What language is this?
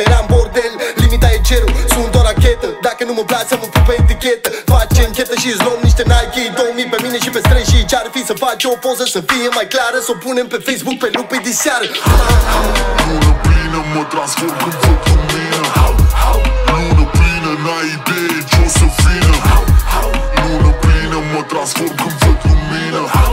Romanian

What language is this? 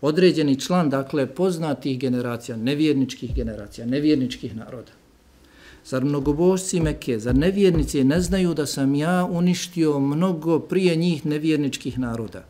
Bosnian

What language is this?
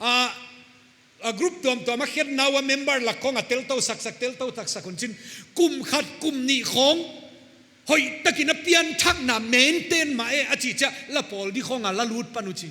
Paite Chin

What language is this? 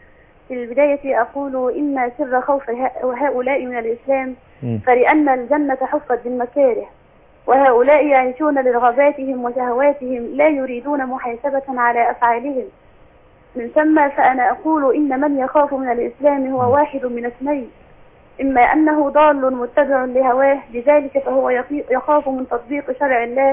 Arabic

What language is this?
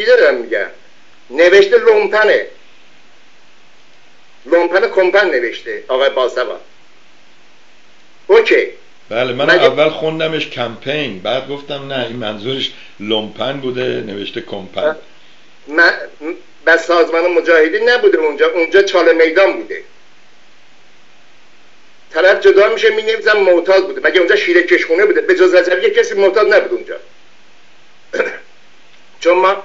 Persian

